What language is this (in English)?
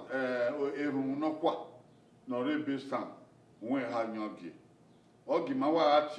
Bini